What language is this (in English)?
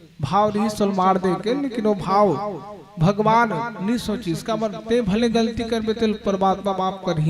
Chhattisgarhi